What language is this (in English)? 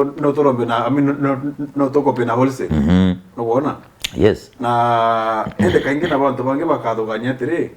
Meru